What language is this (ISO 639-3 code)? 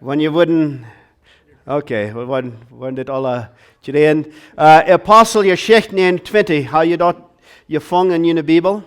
pdt